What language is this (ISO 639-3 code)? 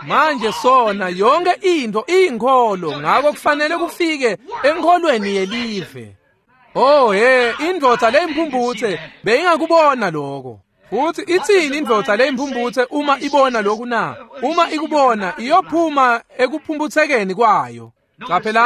ssw